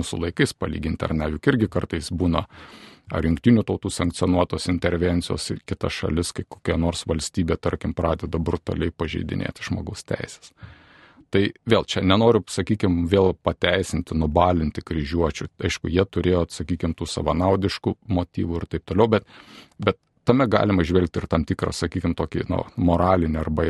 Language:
Lithuanian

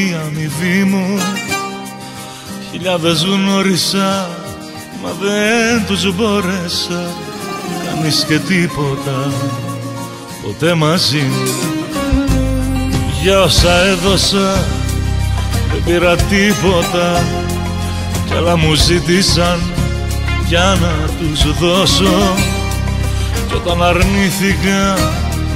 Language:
Greek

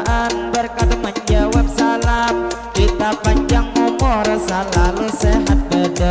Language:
Banjar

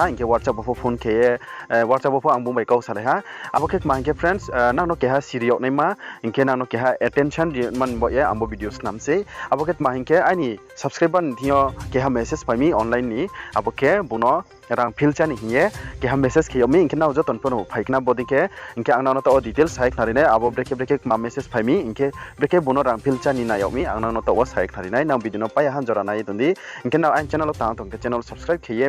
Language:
Riang (India)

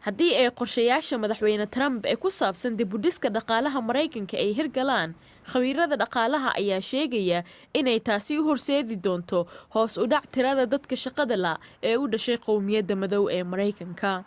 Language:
Somali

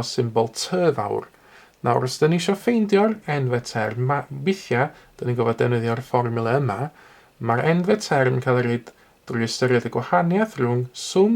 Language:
Welsh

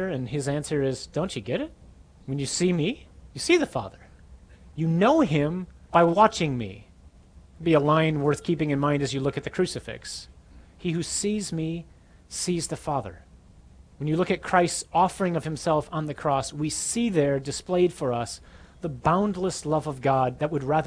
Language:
English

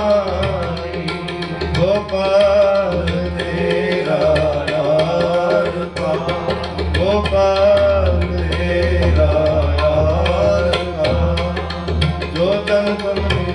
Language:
Punjabi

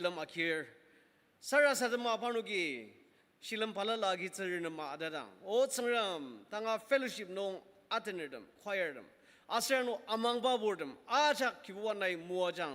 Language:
Ao Naga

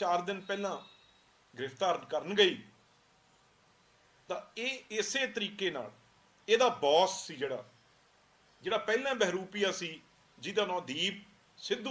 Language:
Punjabi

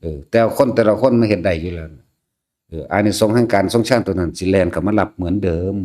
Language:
Northeastern Thai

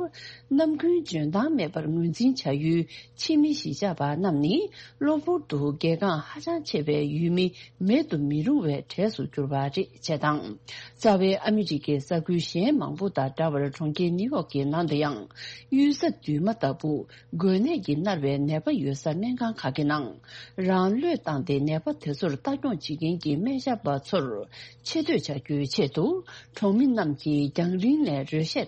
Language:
Tibetan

